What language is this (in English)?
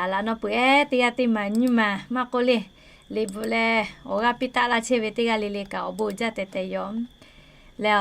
Lahu